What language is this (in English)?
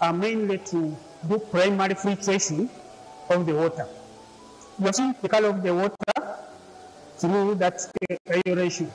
Nyankole